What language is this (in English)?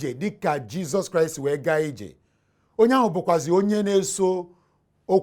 Igbo